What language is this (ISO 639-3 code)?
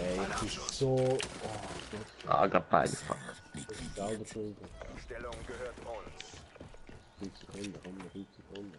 gsw